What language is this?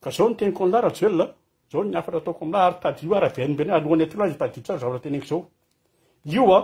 Malagasy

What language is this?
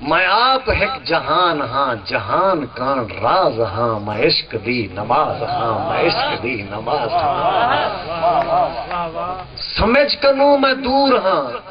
Saraiki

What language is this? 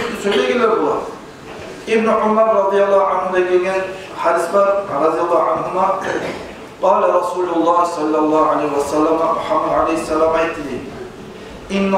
Kumyk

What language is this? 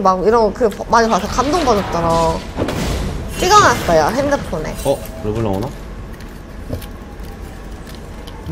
Korean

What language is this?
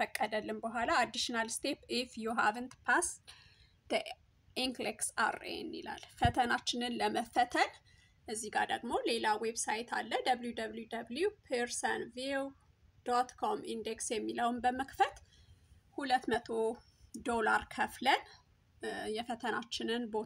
Amharic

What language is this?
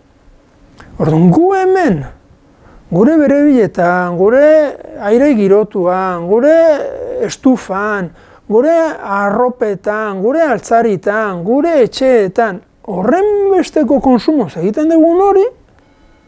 Basque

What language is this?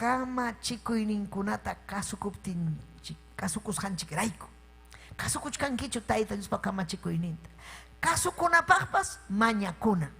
Ayacucho Quechua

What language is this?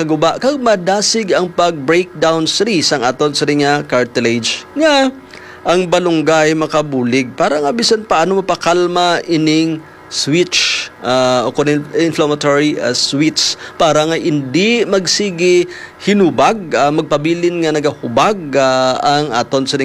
Hiligaynon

